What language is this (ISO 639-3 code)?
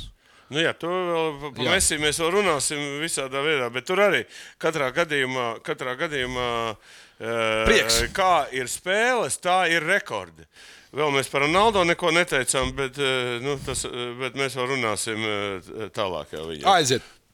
lav